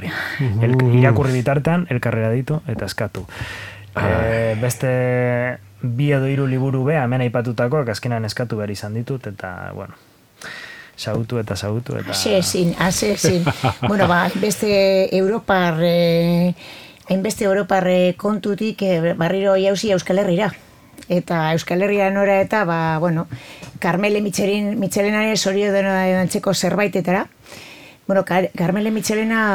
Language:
Basque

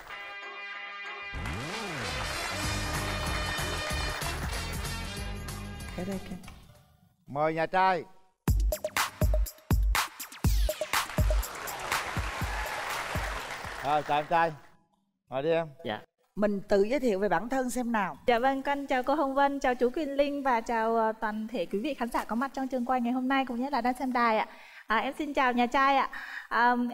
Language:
Vietnamese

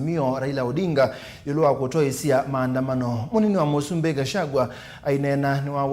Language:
Kamba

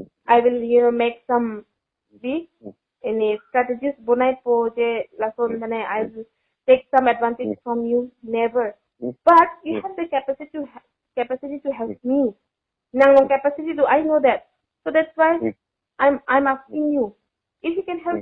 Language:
Karbi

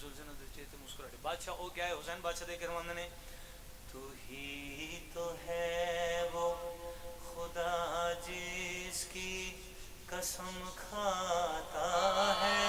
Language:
Pahari-Potwari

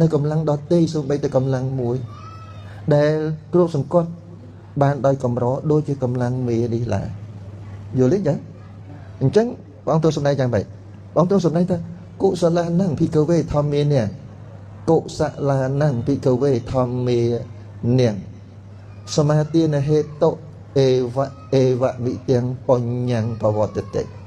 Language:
Khmer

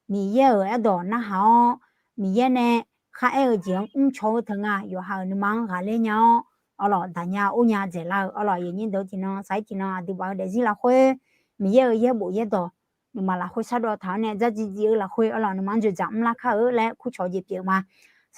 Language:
Akha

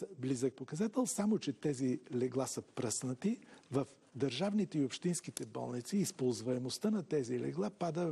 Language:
Bulgarian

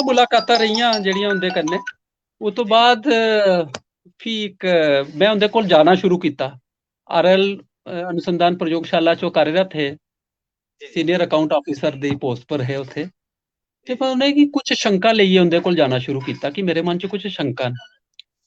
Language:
Dogri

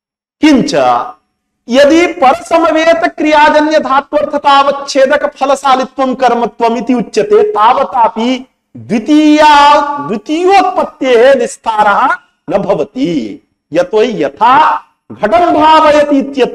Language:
Sanskrit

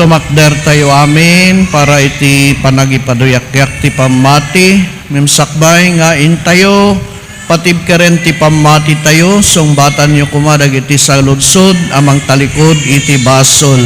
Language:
Iloko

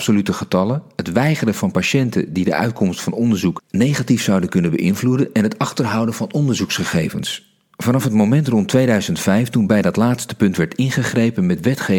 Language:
Dutch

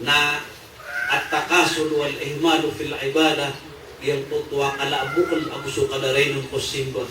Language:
Maranao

